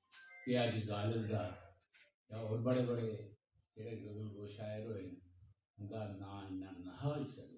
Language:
Dogri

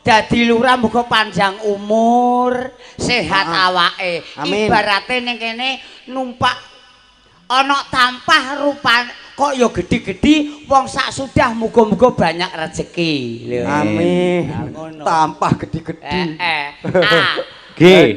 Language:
Javanese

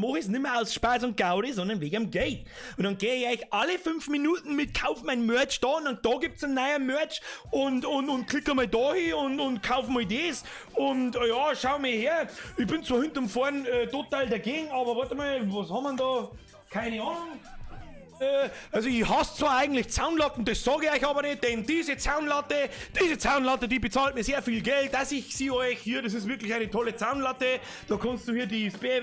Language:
Bavarian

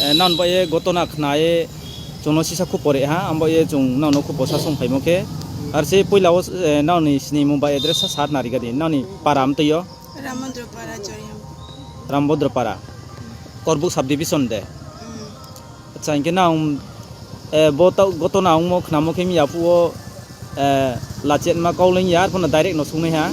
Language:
Kok Borok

